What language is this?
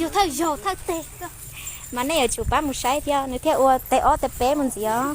Hmong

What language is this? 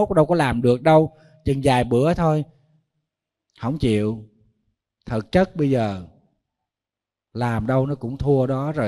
Vietnamese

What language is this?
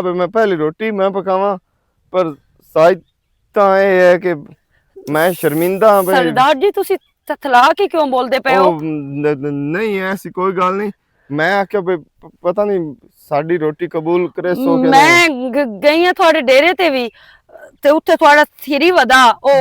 Western Panjabi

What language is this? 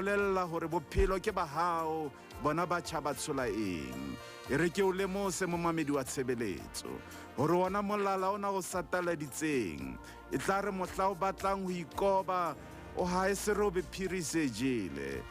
Southern Sotho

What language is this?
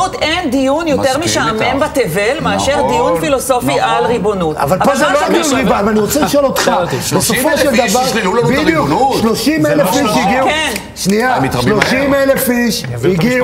Hebrew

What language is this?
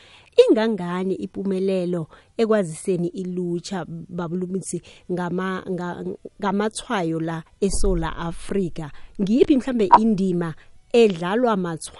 South Ndebele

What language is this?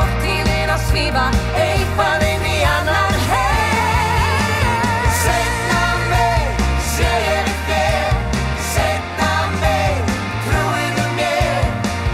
Icelandic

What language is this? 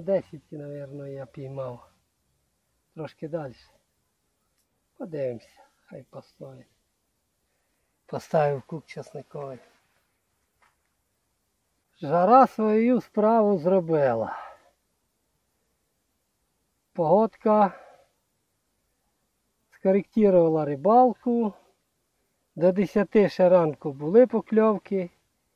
Ukrainian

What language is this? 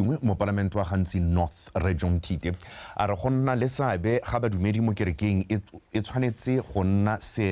Tswana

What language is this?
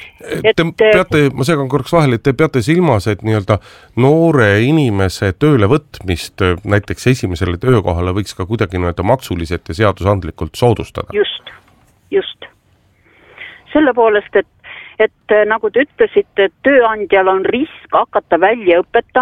Estonian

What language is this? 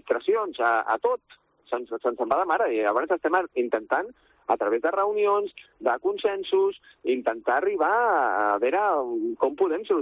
Catalan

